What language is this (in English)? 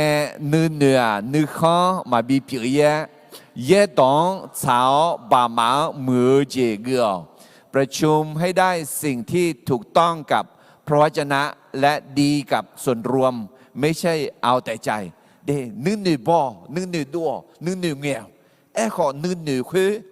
Akha